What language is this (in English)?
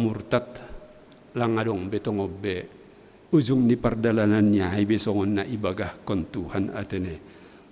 Batak Simalungun